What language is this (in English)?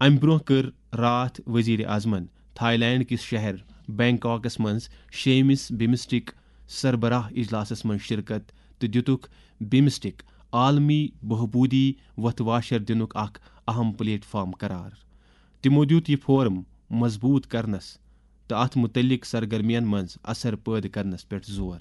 Kashmiri